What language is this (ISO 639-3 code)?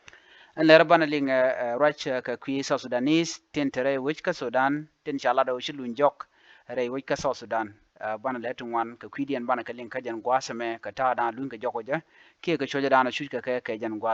nus